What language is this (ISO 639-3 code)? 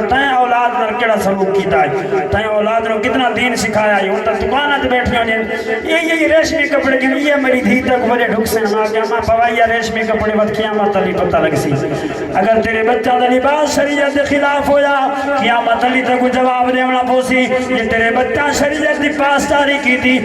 skr